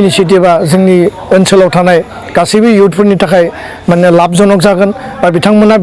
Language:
Bodo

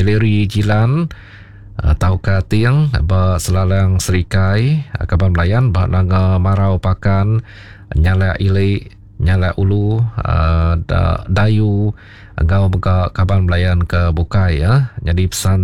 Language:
Iban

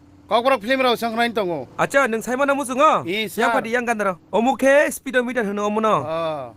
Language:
Kok Borok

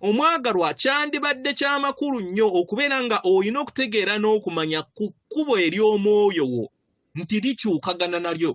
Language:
Ganda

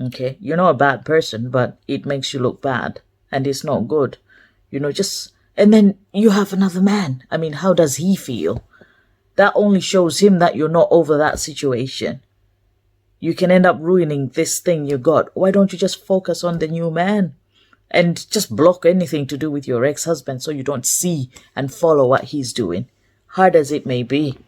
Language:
English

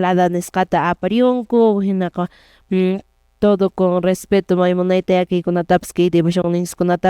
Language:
Quechua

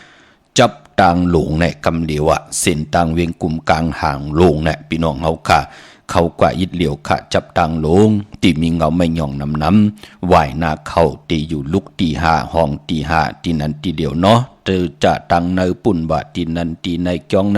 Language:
Shan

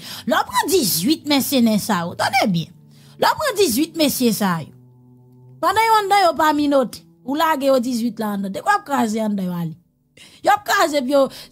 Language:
Haitian Creole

